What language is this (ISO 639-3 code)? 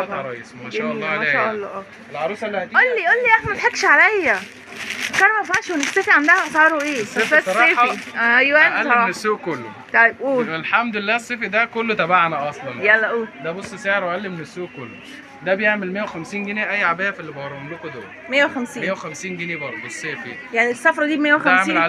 arz